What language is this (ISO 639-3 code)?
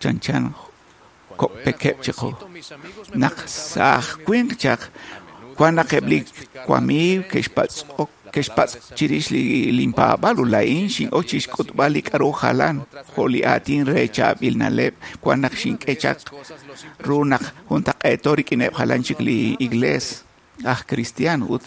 kek